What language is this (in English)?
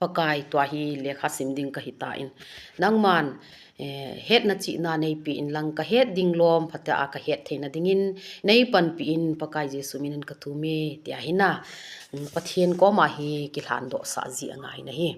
Thado Chin